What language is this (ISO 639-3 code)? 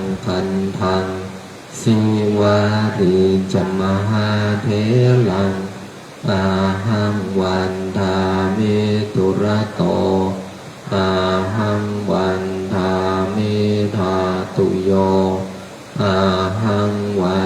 pli